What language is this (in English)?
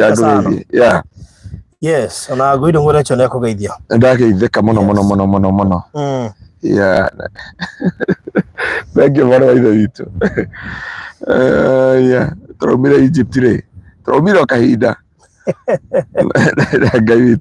Kikuyu